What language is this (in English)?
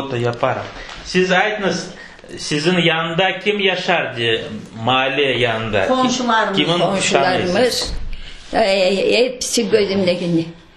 Crimean Tatar